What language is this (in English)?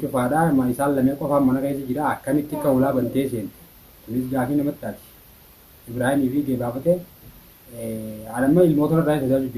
Oromo